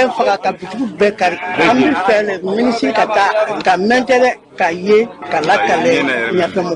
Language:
Bambara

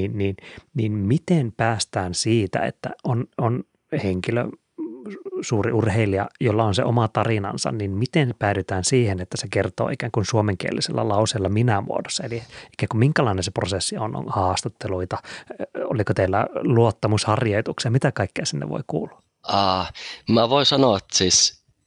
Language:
Finnish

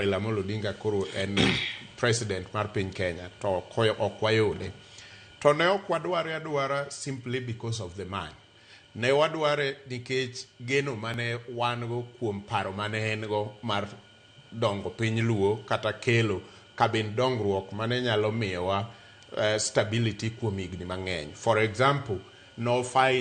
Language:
Luo (Kenya and Tanzania)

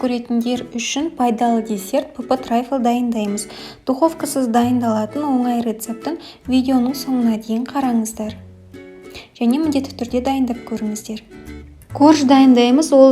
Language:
Kazakh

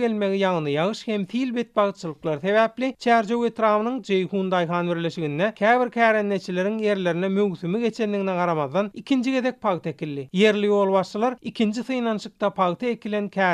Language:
Turkmen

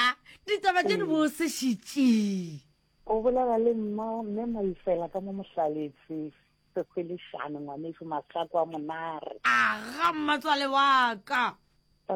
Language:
Northern Sotho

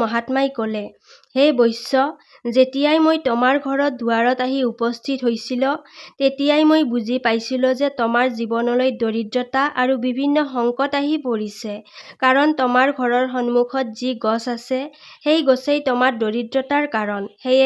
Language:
Assamese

